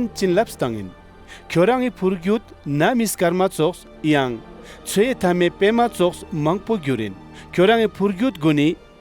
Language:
Ladakhi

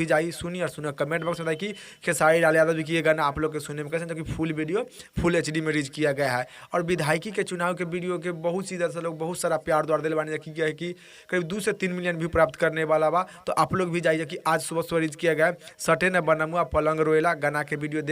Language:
Bhojpuri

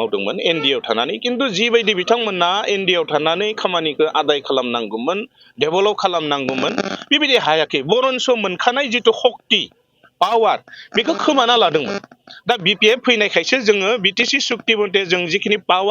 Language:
Bodo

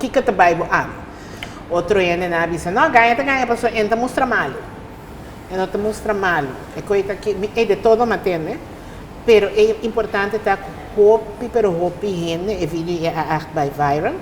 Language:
Papiamento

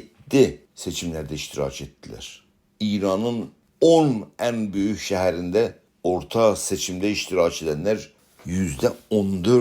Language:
South Azerbaijani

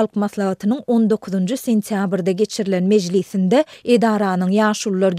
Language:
Turkmen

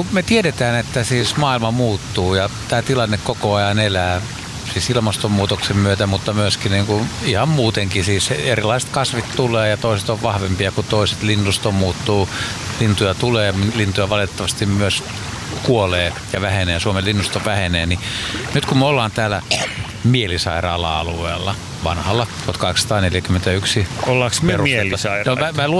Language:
Finnish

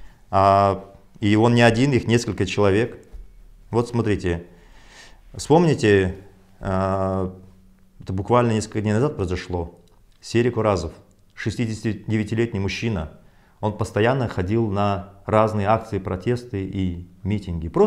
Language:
Russian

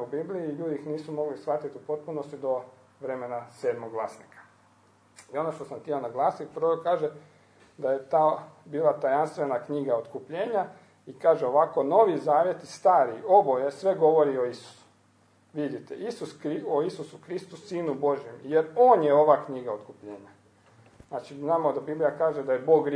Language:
Croatian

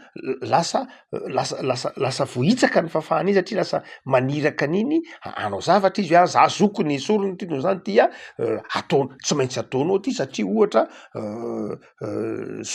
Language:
Malagasy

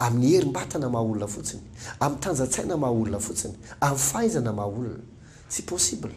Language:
Malagasy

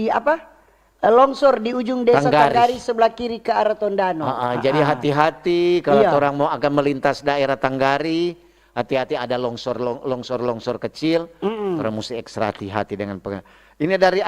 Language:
Manado Malay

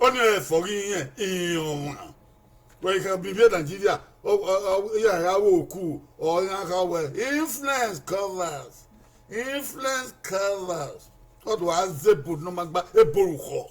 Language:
Bini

